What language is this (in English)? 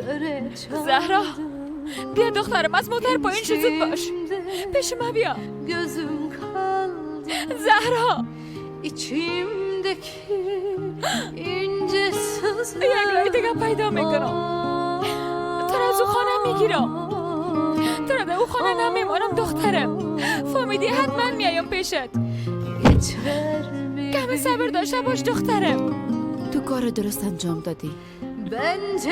Persian